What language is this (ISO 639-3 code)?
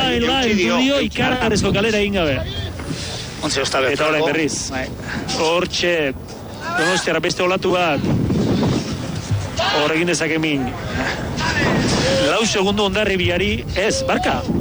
eus